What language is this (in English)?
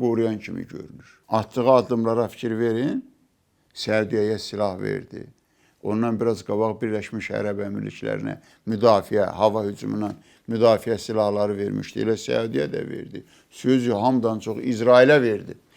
Azerbaijani